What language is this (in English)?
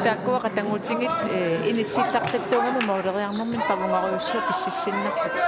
Kalaallisut